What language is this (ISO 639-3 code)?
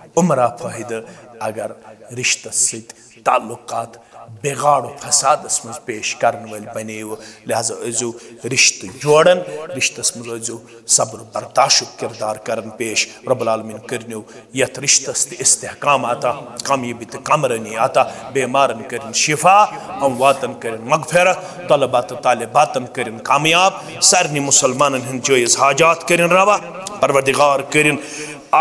kas